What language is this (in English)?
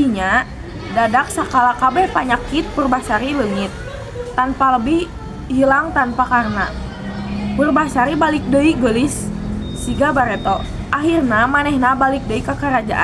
Sundanese